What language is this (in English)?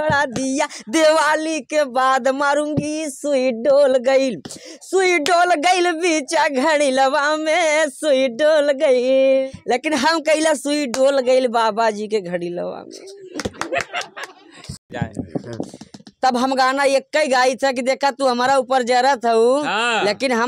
Bhojpuri